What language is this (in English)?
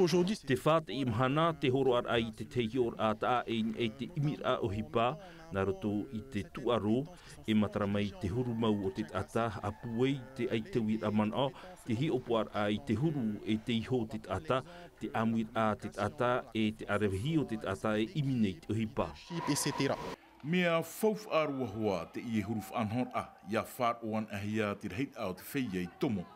Tahitian